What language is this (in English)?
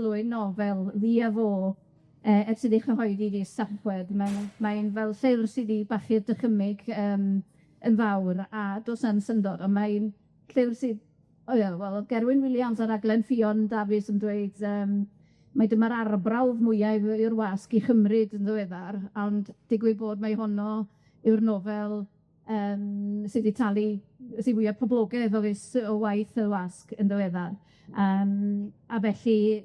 Welsh